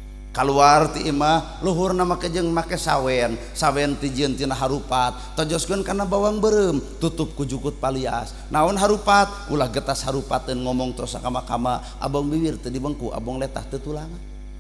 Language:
Sundanese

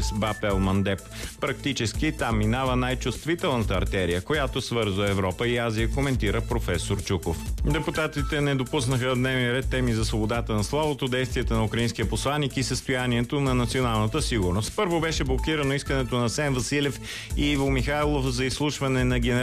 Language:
Bulgarian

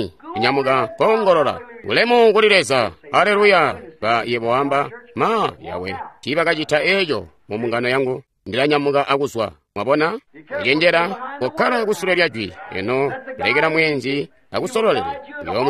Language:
Tonga (Zambia)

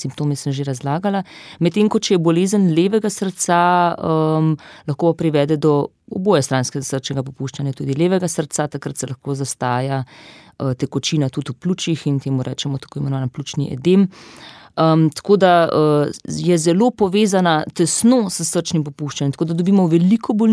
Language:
Slovenian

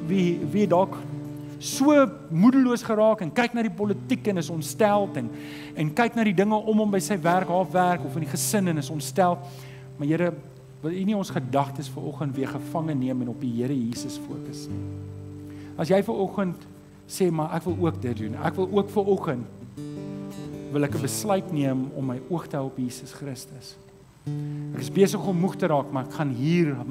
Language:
Afrikaans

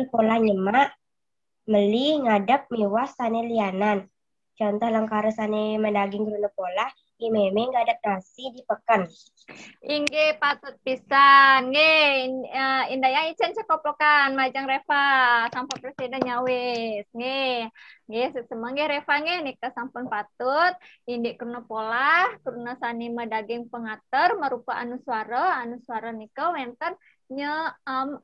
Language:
Balinese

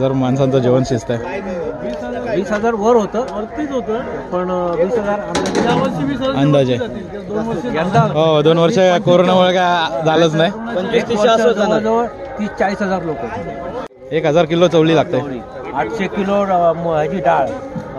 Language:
Marathi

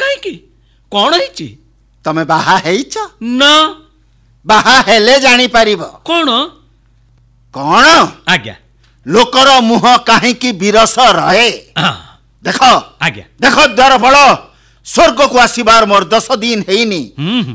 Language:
Odia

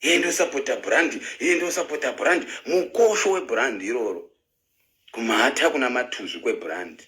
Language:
Shona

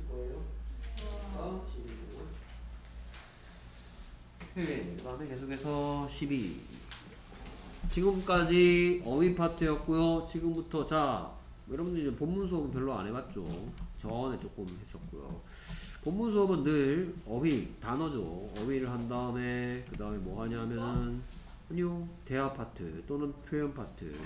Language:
Korean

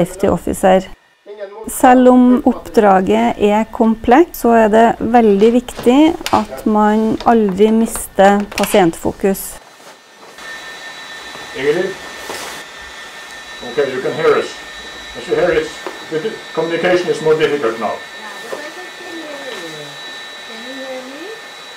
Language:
Norwegian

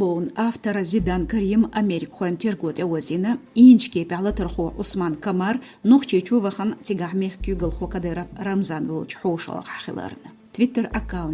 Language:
Chechen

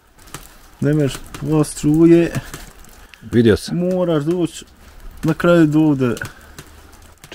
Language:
Bosnian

